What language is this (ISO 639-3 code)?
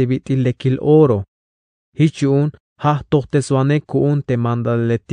tzh